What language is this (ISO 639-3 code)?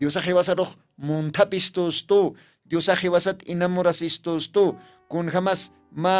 aym